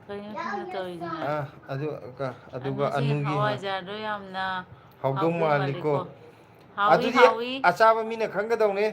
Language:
Manipuri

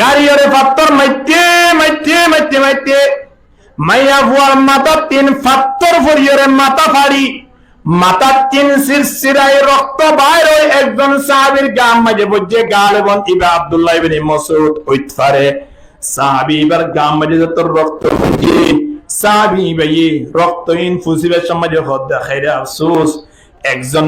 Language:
Rohingya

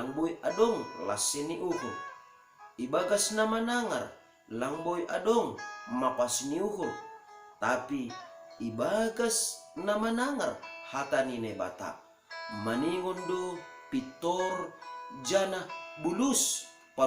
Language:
Batak Simalungun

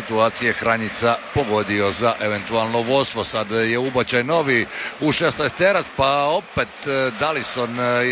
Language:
Croatian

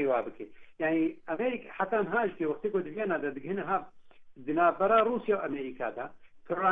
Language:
Kurdish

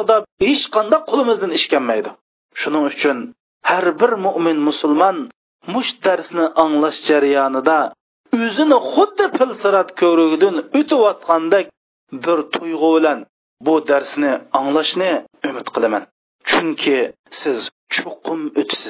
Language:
Uyghur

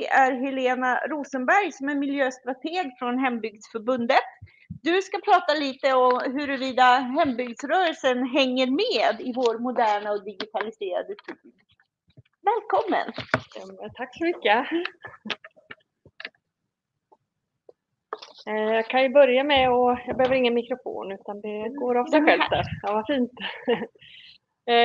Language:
Swedish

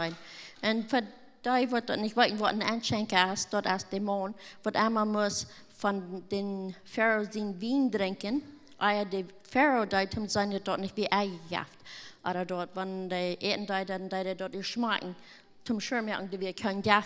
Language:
Plautdietsch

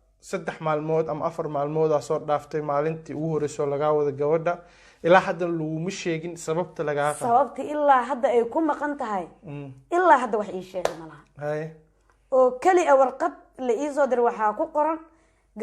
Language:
Somali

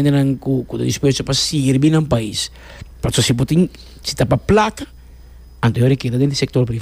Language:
Papiamento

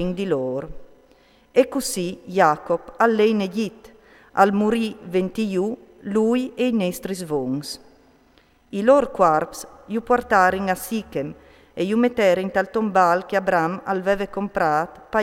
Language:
Friulian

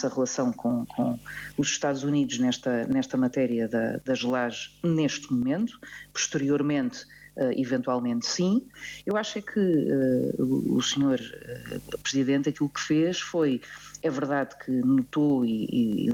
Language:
Portuguese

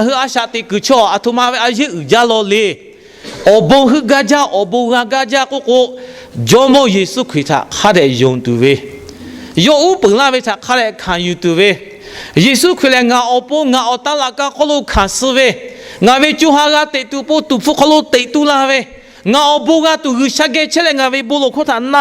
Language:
Lahu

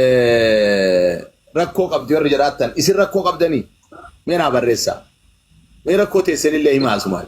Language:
Oromo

